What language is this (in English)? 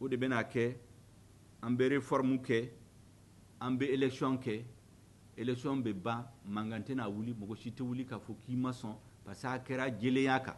Bambara